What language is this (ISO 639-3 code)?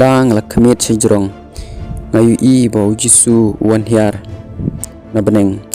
kha